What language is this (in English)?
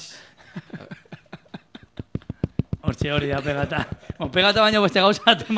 Basque